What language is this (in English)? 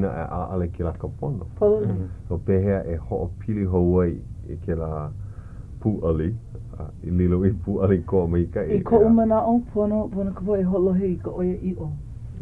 Hawaiian